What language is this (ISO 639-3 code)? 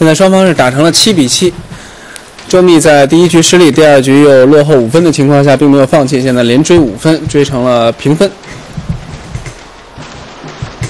zho